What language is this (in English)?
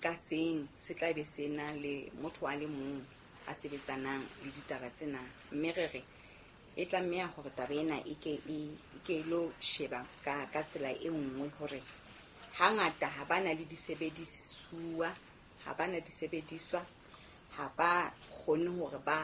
Southern Sotho